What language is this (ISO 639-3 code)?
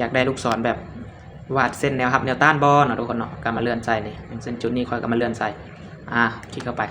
lao